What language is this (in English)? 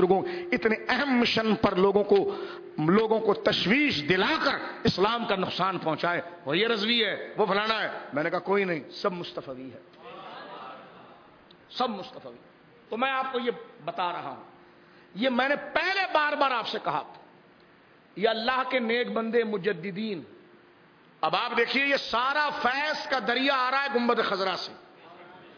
Urdu